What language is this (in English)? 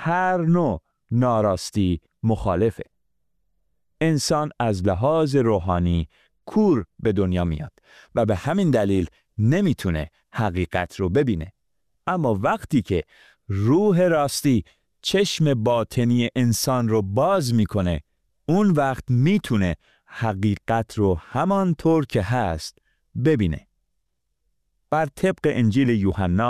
Persian